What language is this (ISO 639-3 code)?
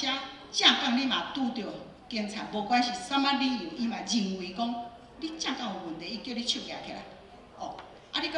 nan